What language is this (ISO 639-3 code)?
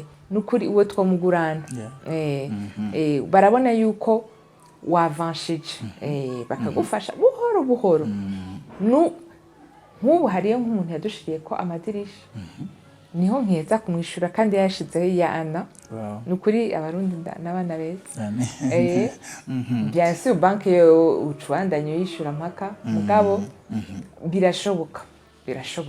run